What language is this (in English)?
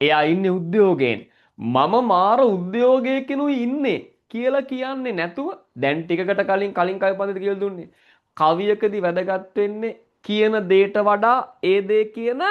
Sinhala